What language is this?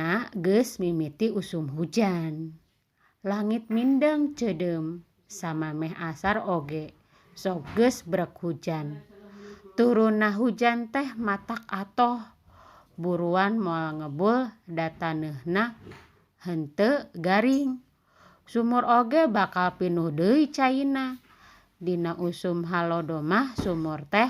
Sundanese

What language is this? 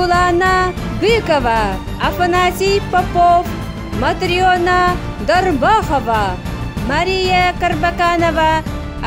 Yakut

